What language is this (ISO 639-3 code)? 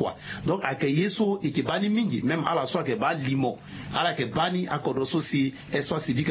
sag